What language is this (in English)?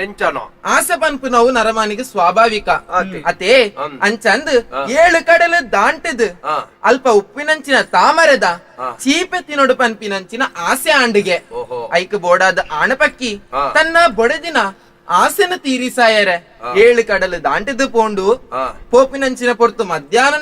Tulu